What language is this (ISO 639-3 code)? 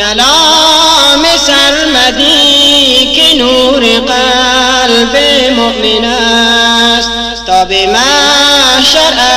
fas